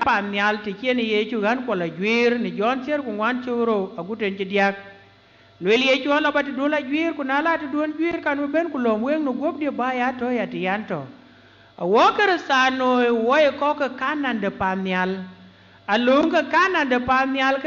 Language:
Dinka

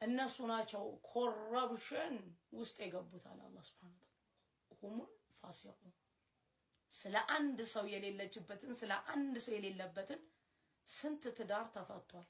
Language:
Amharic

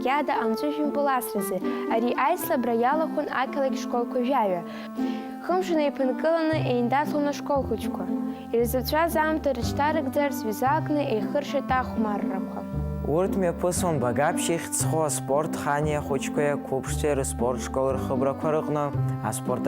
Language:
Abkhazian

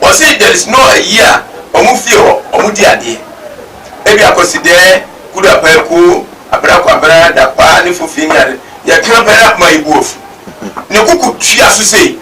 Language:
Akan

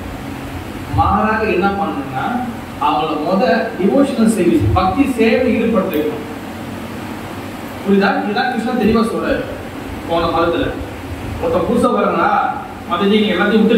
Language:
Tamil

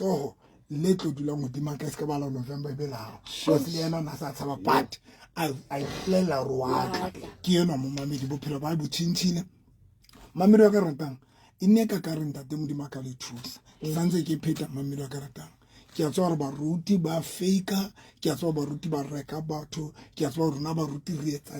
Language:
Southern Sotho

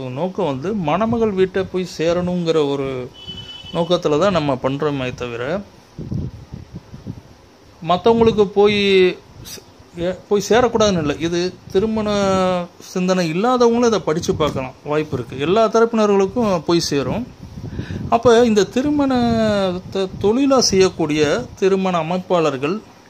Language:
Tamil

